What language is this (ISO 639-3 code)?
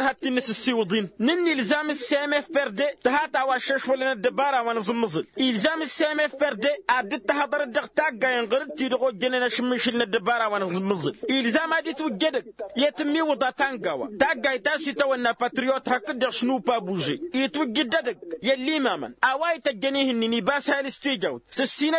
taq